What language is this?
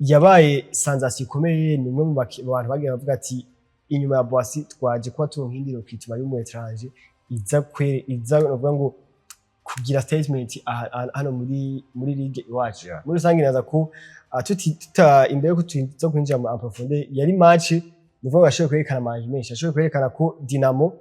Rundi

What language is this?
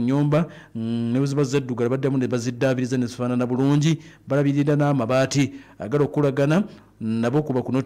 Ganda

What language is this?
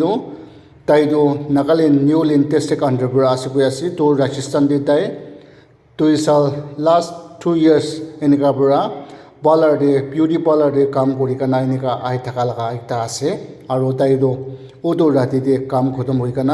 Naga Pidgin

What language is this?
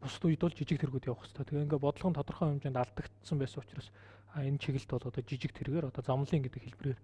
Mongolian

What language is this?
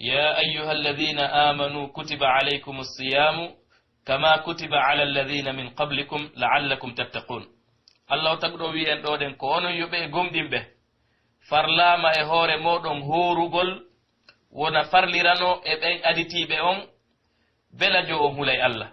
Pular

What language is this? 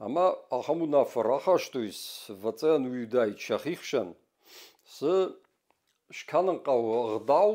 Ossetic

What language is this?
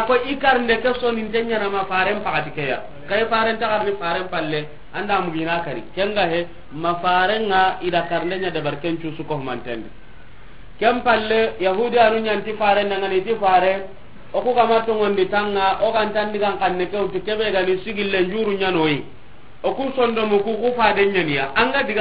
Soninke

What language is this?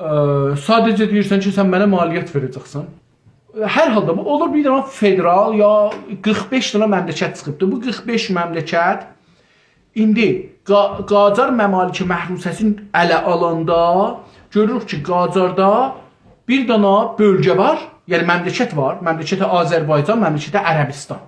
South Azerbaijani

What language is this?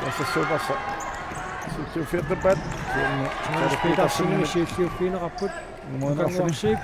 Kalaallisut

